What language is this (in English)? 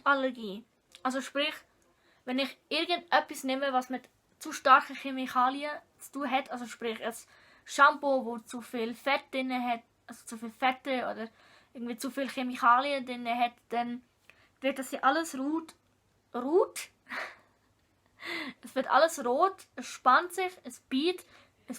Swiss German